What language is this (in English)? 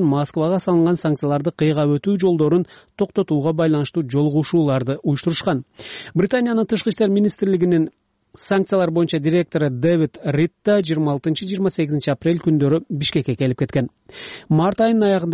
Kyrgyz